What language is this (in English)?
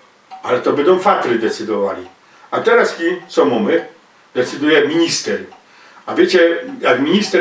Silesian